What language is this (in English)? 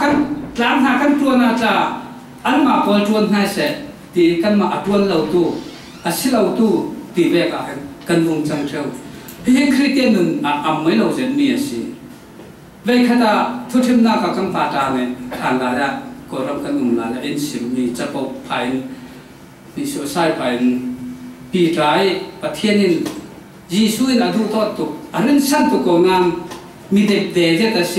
Falam Chin